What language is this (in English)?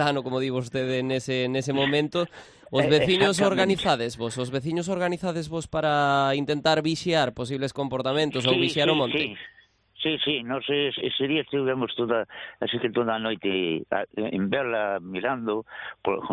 Galician